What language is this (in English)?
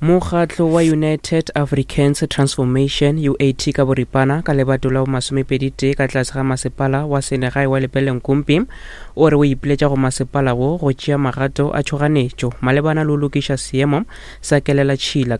Northern Sotho